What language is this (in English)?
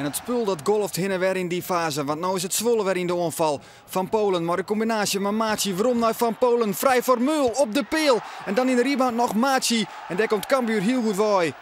Western Frisian